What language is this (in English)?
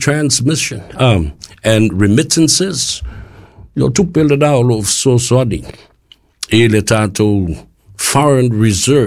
Samoan